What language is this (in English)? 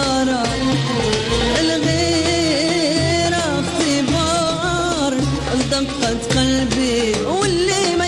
Moroccan Arabic